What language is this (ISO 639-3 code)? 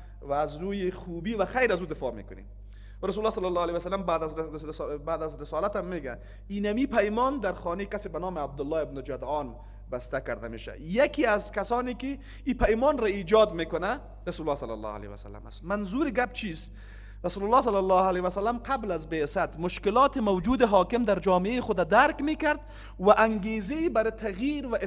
fas